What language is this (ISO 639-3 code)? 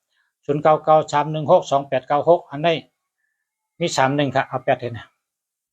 shn